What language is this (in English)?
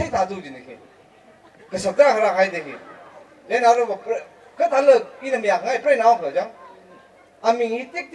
Tangkhul Naga (India)